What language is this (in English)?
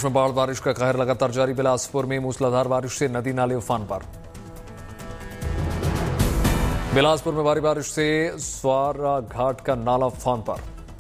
Hindi